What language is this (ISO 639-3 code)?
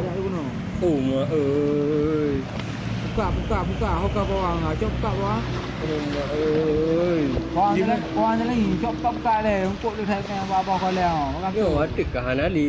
ace